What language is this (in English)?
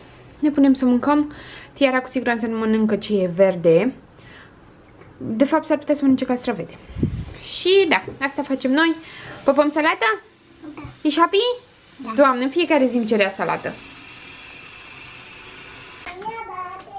Romanian